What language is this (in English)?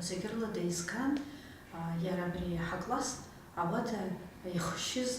Abkhazian